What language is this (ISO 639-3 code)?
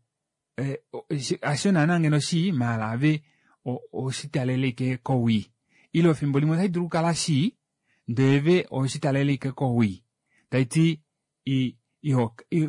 kua